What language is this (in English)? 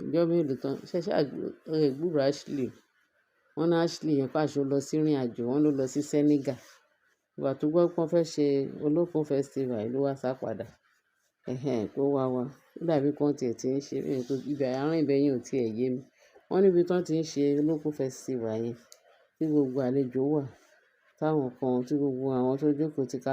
Yoruba